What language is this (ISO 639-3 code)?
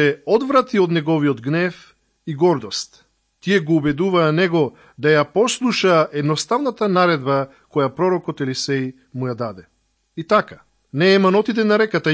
mkd